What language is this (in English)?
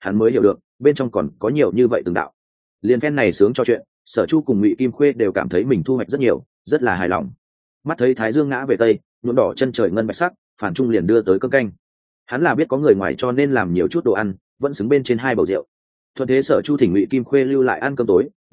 Vietnamese